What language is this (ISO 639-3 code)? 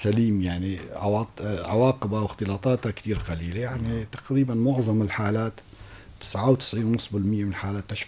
apc